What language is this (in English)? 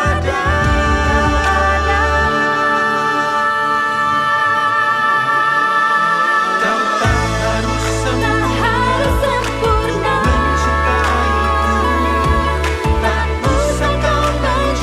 Indonesian